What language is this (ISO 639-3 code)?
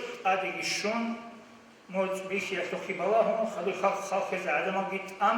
ava